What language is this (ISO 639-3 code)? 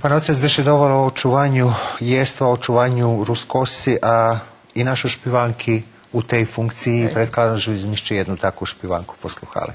rue